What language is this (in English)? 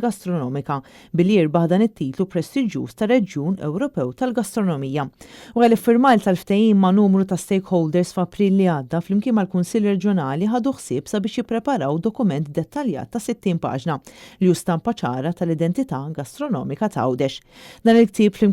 Maltese